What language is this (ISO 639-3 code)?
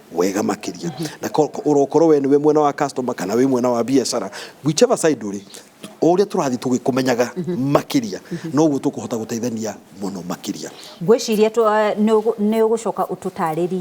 kik